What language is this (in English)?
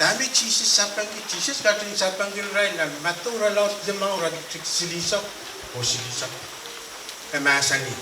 Pohnpeian